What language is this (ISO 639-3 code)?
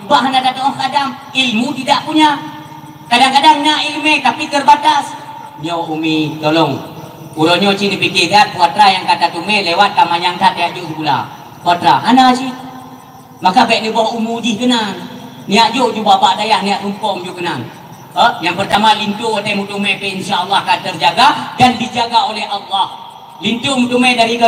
ace